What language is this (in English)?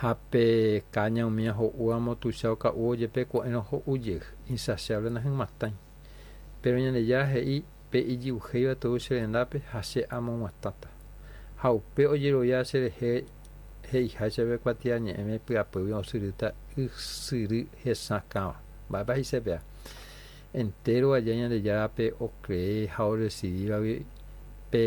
Guarani